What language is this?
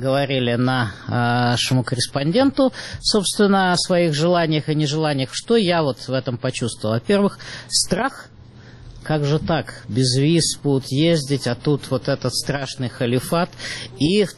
Russian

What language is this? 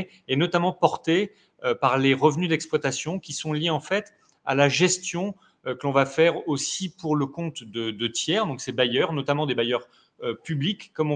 French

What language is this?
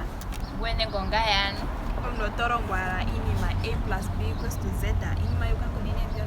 Ndonga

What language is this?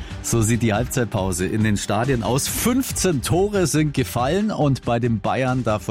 German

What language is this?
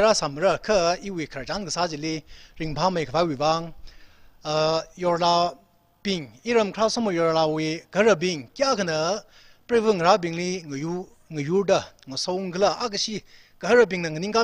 Tangkhul Naga (India)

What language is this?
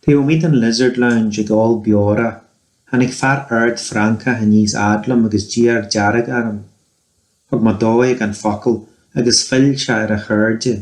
Irish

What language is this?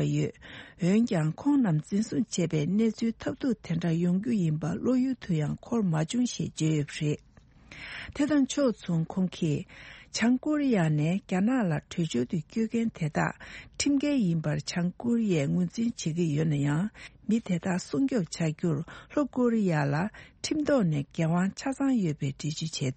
Tibetan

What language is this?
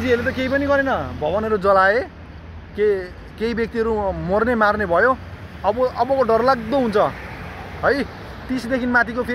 Nepali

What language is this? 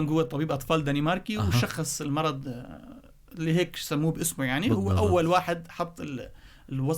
North Levantine Arabic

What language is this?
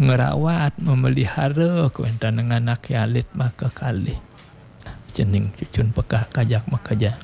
Balinese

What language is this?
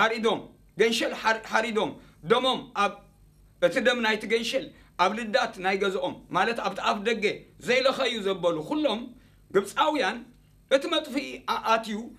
Tigrinya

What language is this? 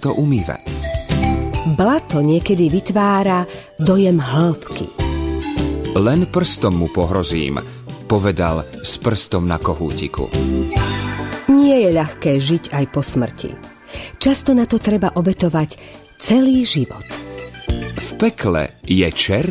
Slovak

